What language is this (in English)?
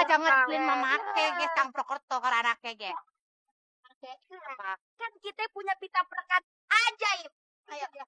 Betawi